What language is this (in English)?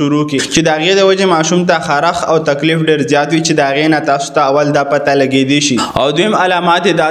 Pashto